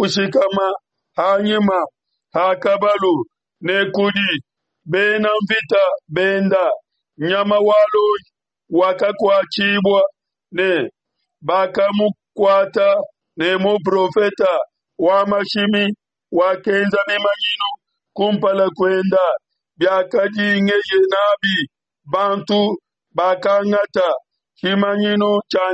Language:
Luba-Lulua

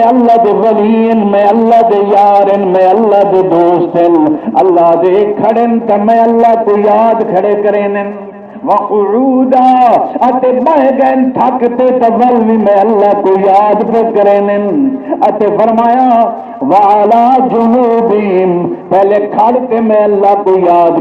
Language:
Saraiki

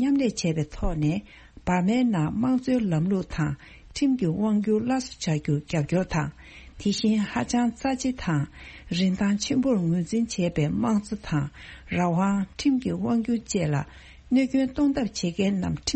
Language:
Tibetan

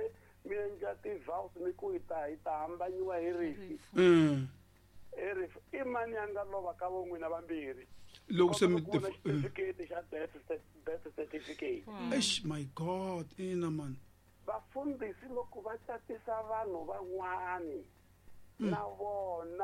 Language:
Tsonga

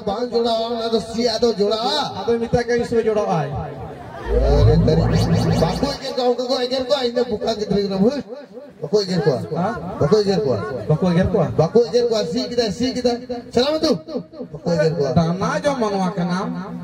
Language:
Santali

